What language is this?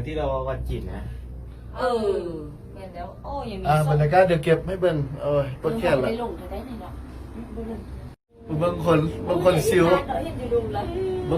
Lao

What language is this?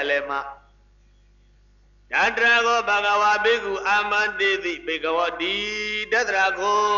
Burmese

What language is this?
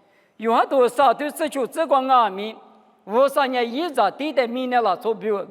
Lisu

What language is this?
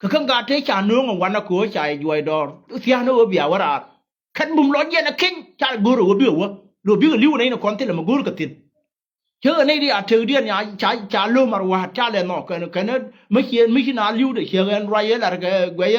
Nuer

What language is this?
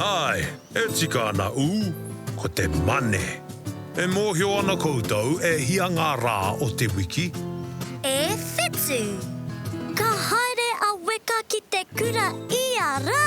Māori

